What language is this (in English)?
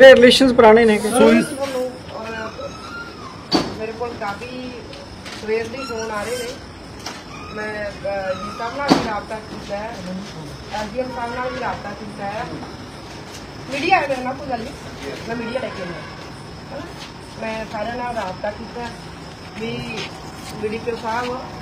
Punjabi